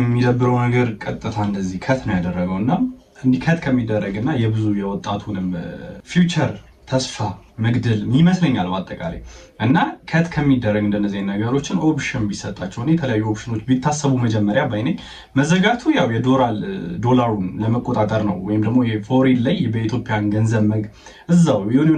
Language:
Amharic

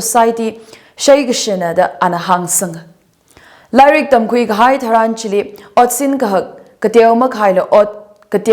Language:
Tangkhul Naga (India)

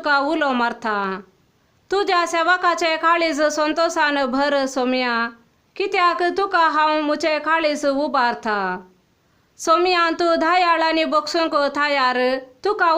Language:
Konkani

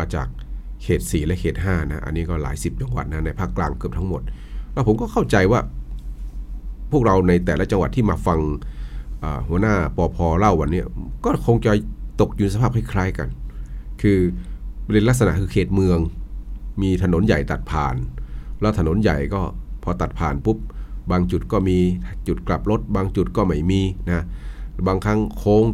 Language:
Thai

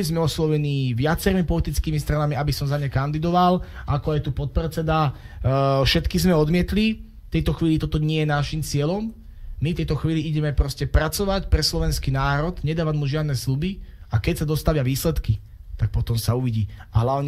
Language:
Slovak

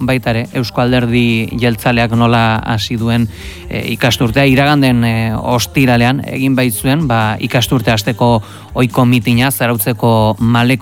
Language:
Basque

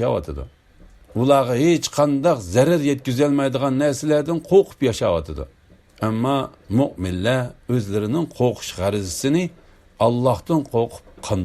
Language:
Uyghur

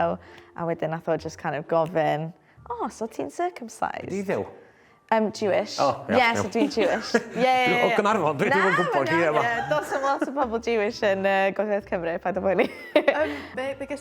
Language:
Welsh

